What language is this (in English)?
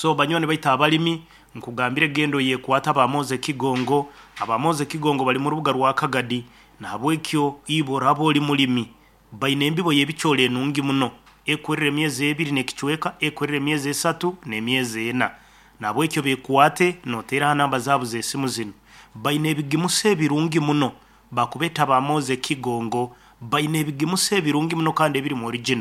Nyankole